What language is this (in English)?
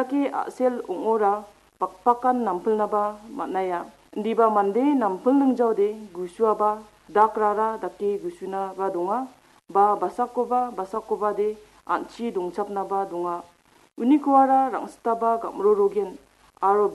Garo